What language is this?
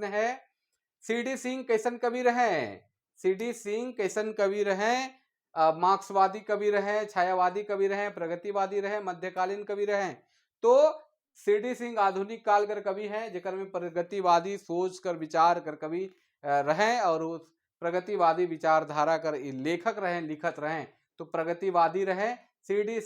Sadri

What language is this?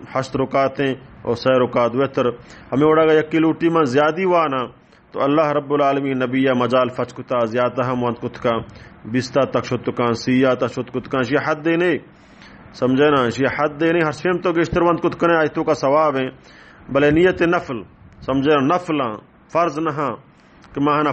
Baluchi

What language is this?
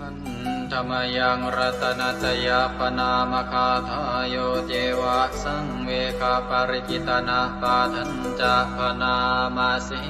Pali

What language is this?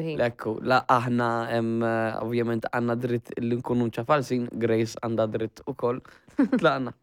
Maltese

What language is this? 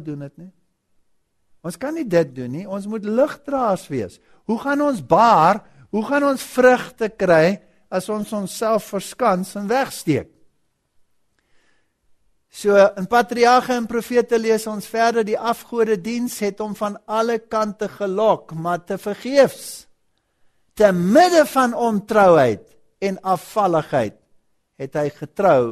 Afrikaans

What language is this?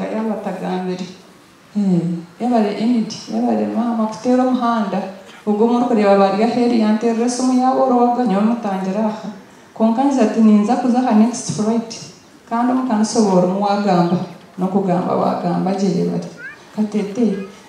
Nyankole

